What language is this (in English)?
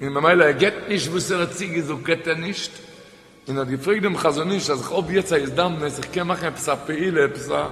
Yiddish